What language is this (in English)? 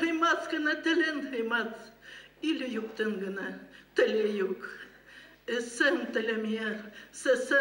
Bashkir